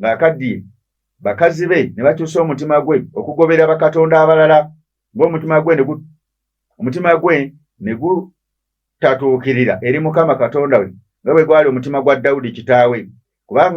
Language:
Ganda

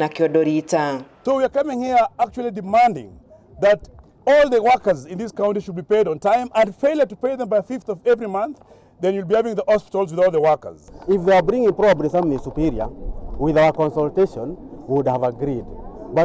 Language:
Kikuyu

